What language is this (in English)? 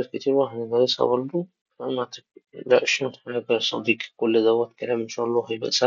Egyptian Arabic